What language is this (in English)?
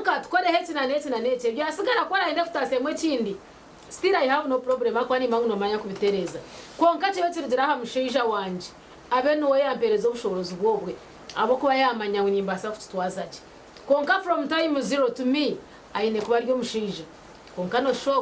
Nyankole